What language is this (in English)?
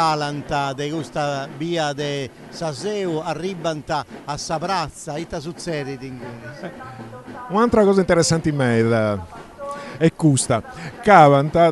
Sardinian